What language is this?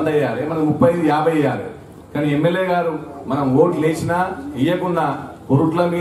Telugu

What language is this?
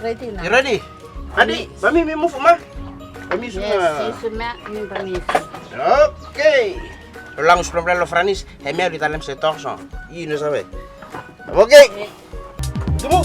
Bislama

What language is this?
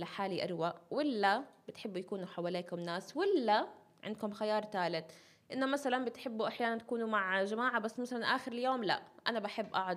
North Levantine Arabic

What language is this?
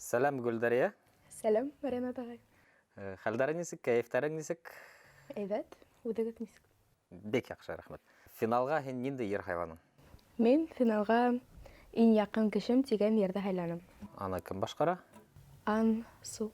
Bashkir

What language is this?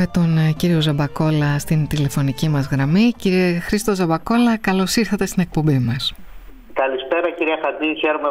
Greek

